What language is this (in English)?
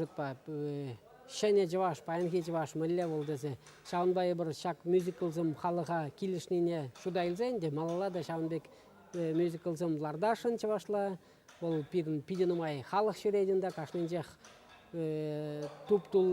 Chuvash